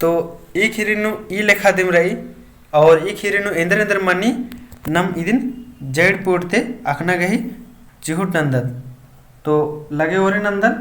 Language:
Kurukh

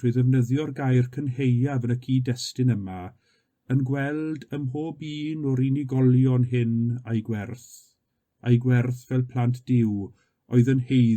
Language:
Welsh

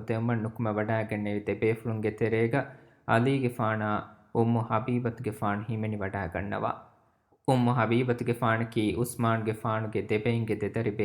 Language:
Divehi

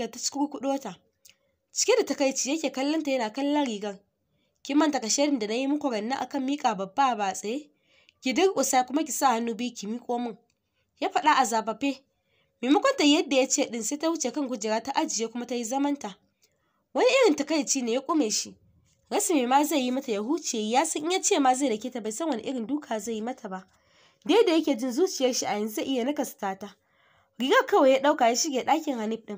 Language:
Hausa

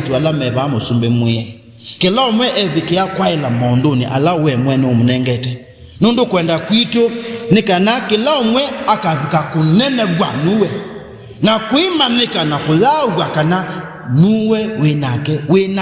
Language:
Kamba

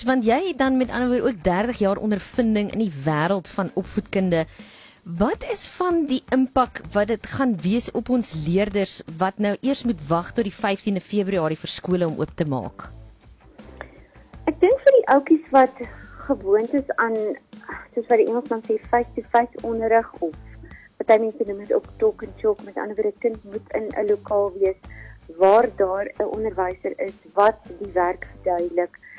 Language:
Afrikaans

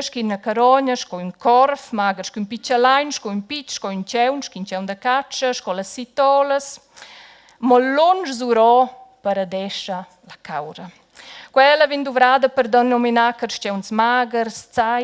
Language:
Romansh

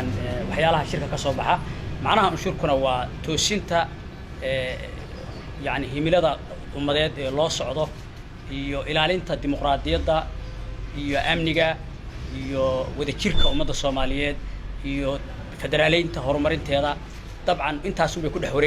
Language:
Somali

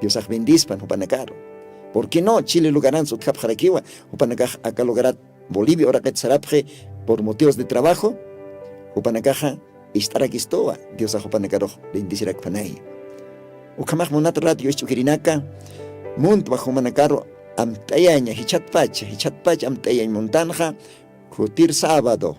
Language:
Aymara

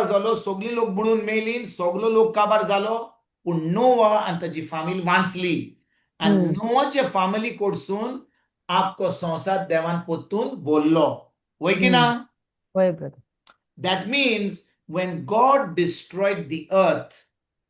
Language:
Konkani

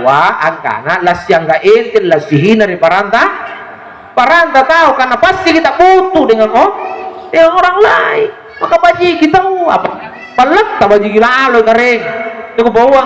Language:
Makasar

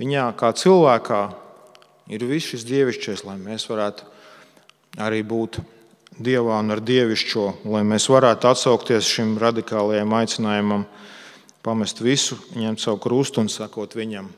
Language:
Latvian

